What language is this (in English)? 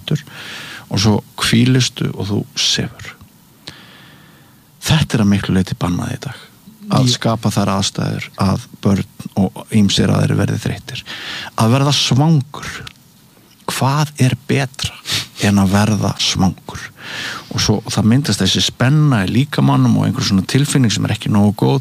Icelandic